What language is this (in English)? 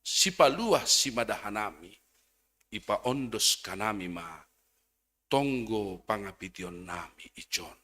Batak Simalungun